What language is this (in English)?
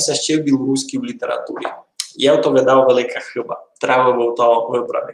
Rusyn